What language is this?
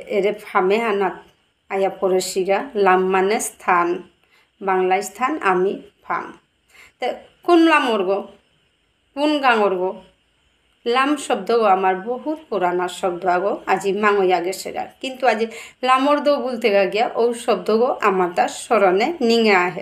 Bishnupriya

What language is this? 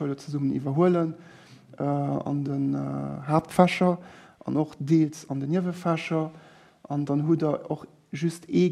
Luxembourgish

